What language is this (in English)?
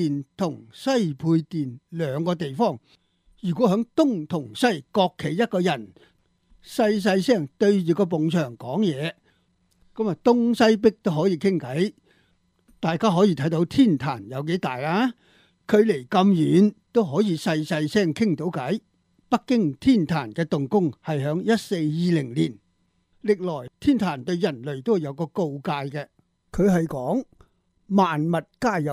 Cantonese